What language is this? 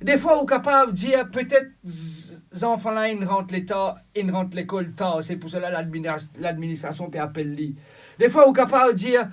Morisyen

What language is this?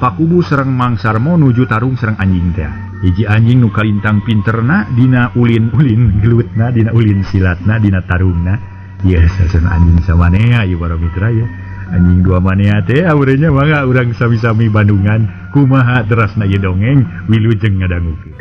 Sundanese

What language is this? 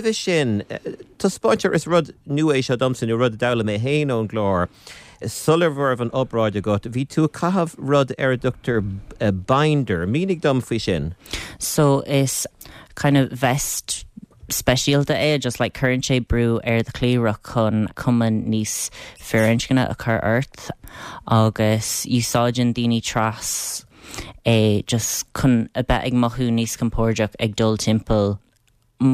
Irish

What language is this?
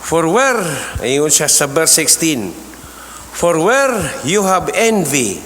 Cebuano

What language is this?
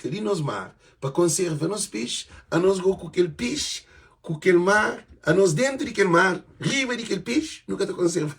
Kabuverdianu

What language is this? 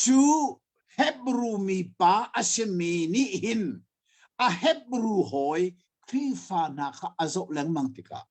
Hakha Chin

